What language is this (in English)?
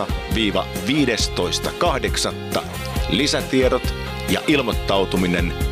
Finnish